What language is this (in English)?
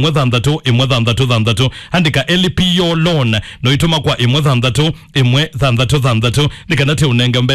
Kamba